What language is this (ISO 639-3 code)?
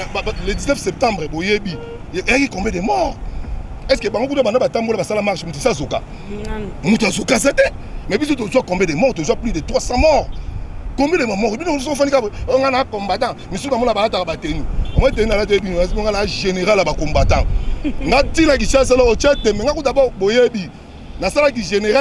lin